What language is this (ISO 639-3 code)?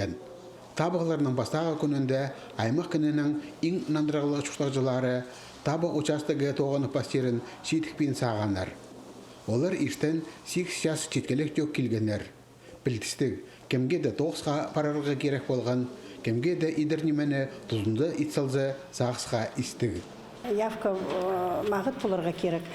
kjh